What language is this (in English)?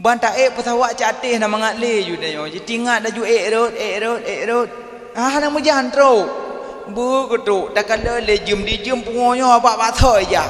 Achinese